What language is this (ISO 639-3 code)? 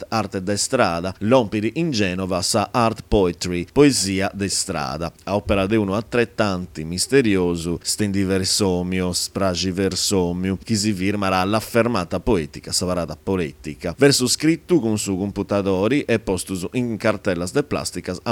srd